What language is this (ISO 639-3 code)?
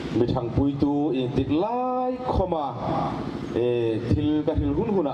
hmr